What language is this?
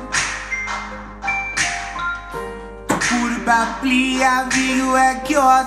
Danish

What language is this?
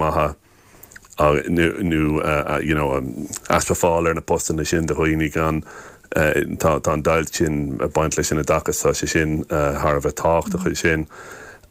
Irish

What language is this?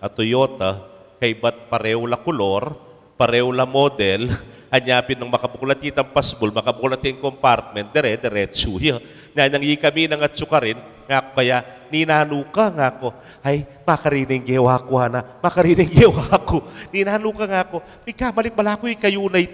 Pampanga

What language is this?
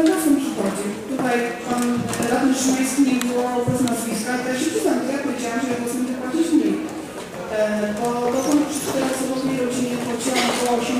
Polish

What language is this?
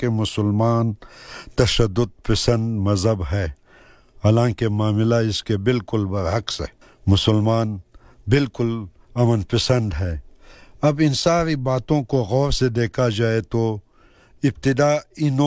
Urdu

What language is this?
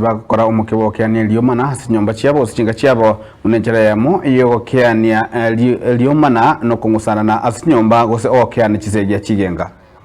Gusii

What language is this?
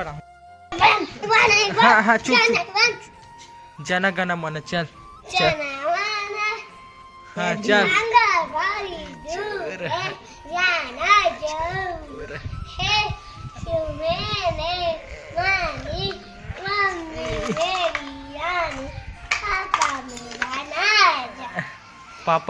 Chhattisgarhi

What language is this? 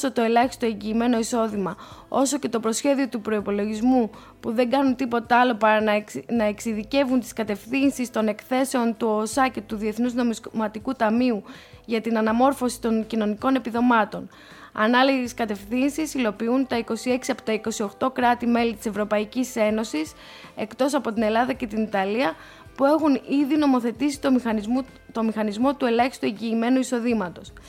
Greek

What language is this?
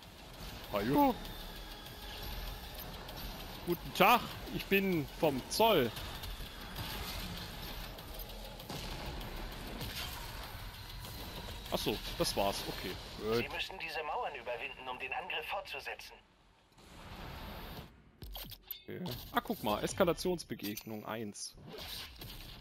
German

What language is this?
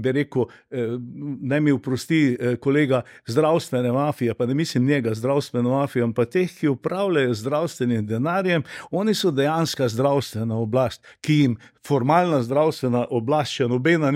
Slovenian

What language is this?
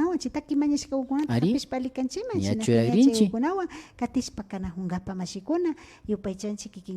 Imbabura Highland Quichua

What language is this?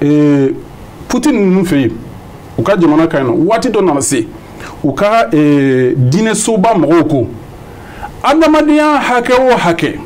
Bambara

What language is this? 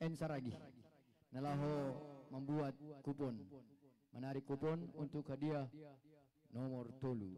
Batak Simalungun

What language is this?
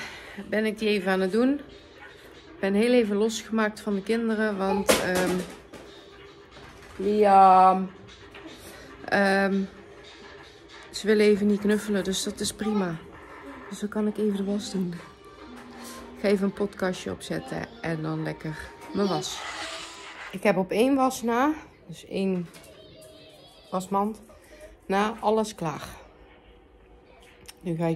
Dutch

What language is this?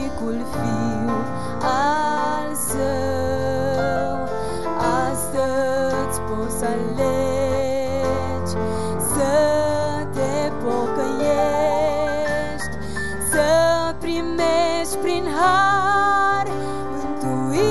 Romanian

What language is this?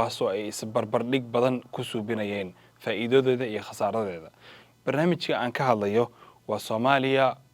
Somali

